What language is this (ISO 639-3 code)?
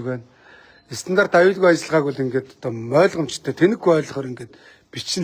mon